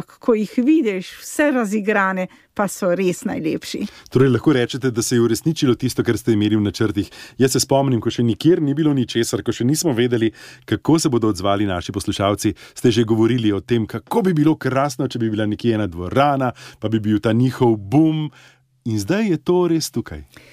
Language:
Slovenian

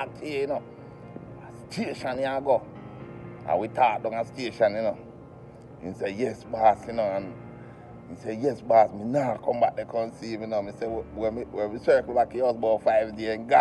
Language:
Jamaican Creole English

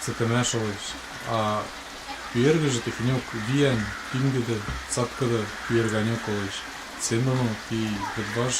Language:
Western Mari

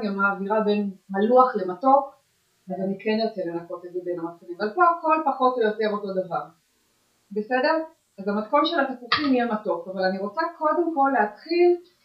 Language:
Hebrew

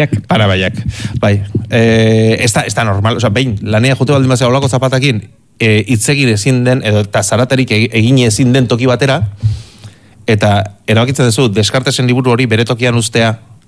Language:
Basque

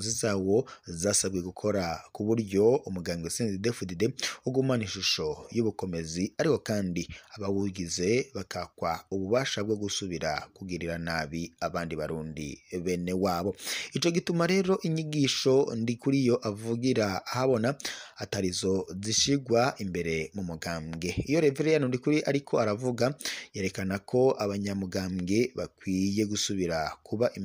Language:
Rundi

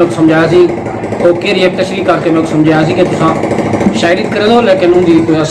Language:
Saraiki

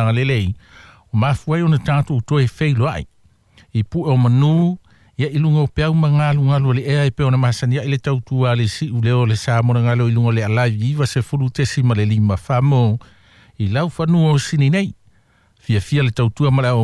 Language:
Samoan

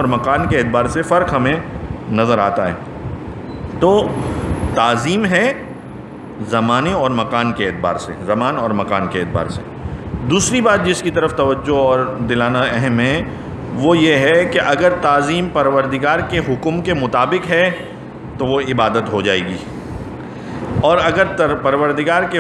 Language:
Urdu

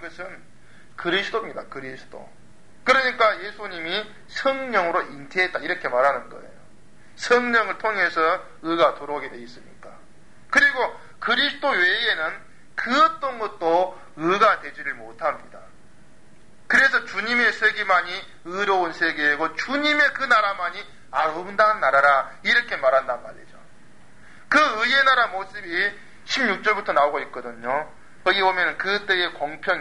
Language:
Korean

